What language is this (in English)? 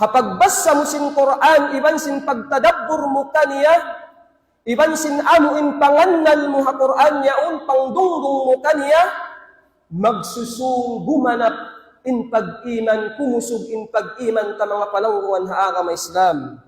Tausug